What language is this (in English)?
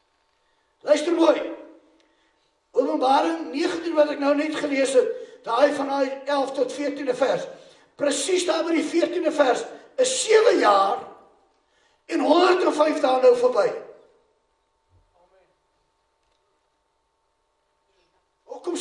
Afrikaans